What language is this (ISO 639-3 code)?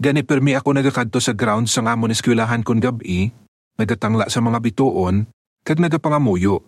hil